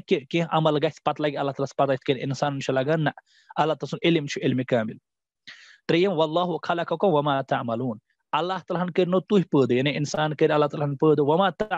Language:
Kashmiri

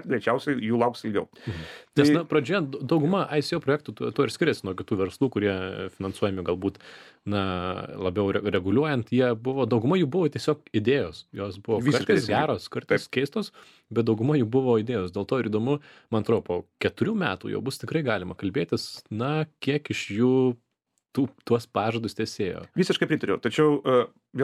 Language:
Lithuanian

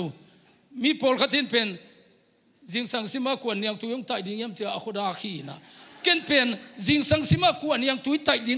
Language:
Tedim Chin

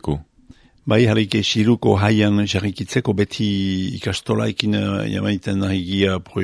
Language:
Basque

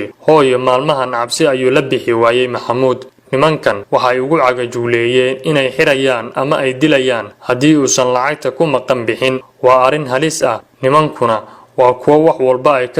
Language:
Somali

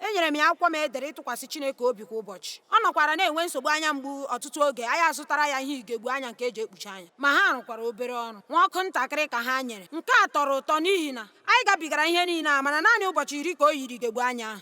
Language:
Igbo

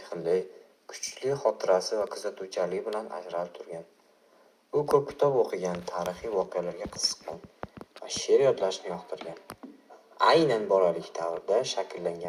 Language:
Uzbek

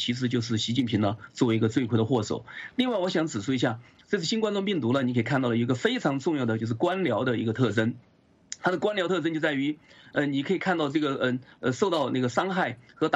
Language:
Chinese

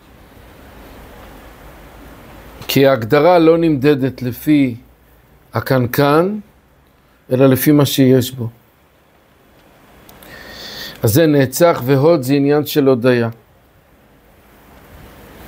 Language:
Hebrew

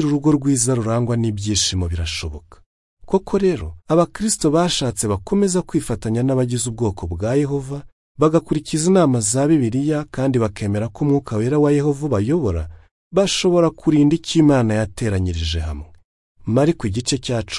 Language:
Kinyarwanda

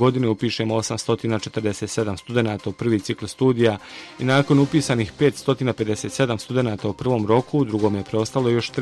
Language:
Bosnian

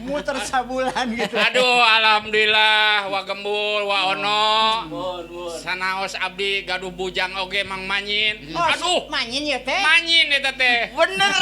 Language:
Sundanese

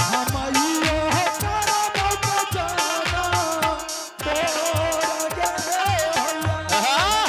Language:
Angika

